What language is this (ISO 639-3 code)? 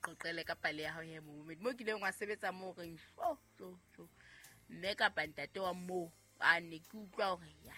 sot